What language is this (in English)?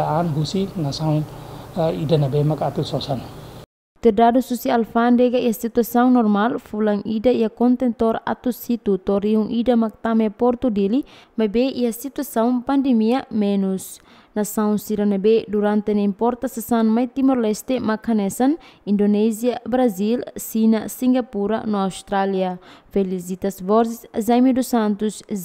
Tetum